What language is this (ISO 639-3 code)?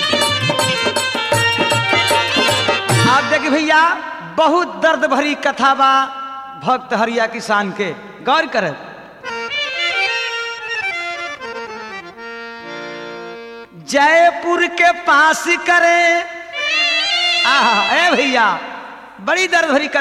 bho